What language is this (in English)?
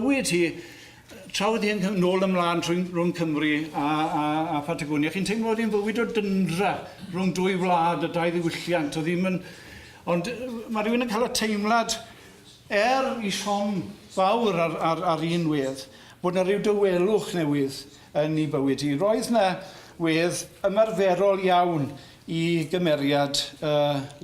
Welsh